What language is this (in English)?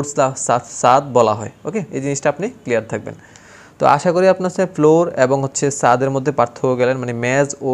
Bangla